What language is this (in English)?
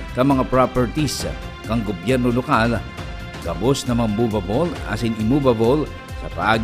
Bikol